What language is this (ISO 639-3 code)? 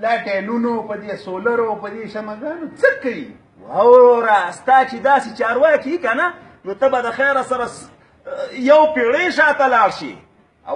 pus